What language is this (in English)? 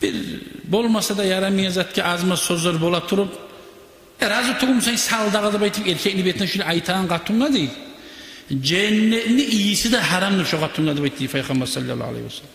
Kumyk